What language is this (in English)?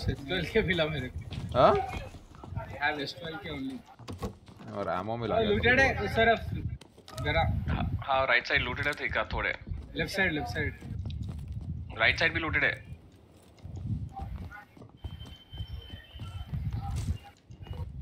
Hindi